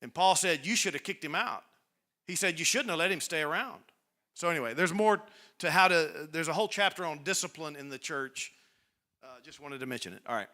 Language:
English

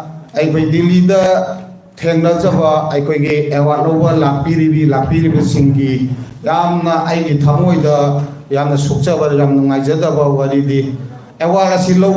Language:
Manipuri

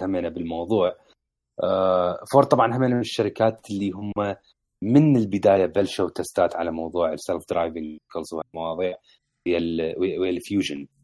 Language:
Mesopotamian Arabic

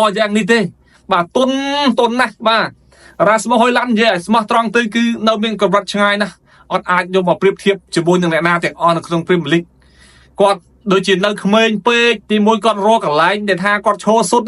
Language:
Khmer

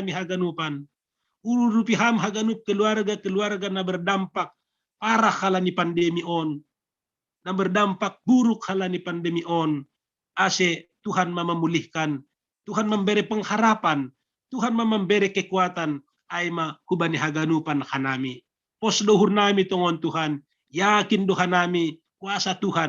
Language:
Batak Simalungun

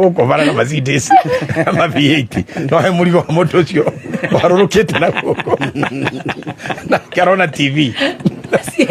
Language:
Kikuyu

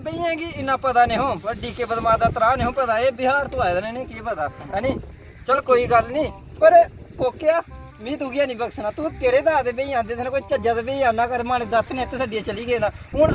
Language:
Dogri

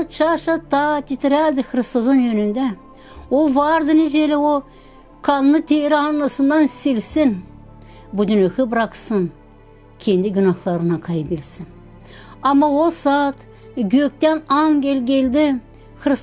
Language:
Gagauz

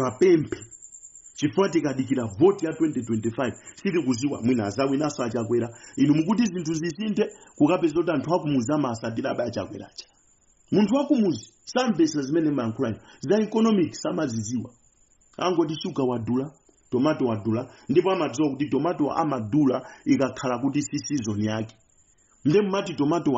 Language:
Nyanja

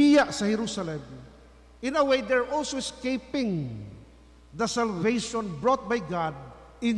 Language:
Cebuano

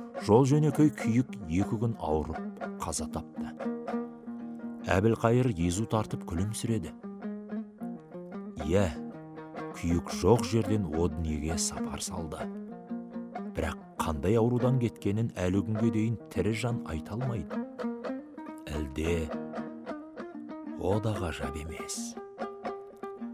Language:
Kazakh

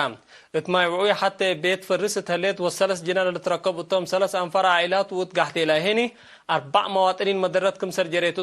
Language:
Tigre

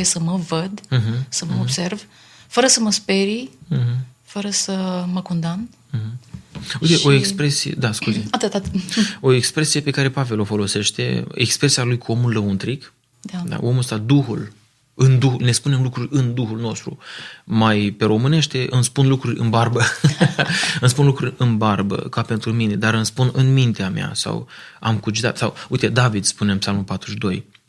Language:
Romanian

